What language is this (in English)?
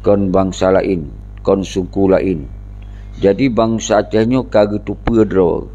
Achinese